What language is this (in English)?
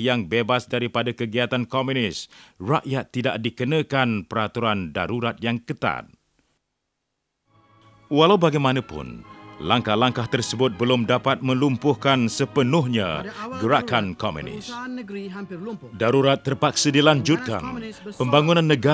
Malay